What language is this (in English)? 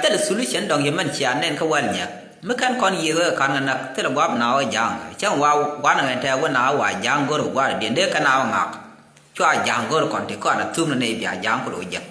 Nuer